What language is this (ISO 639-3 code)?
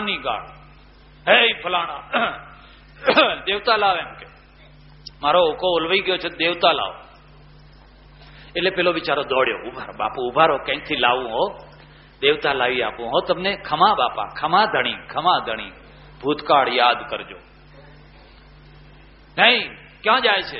guj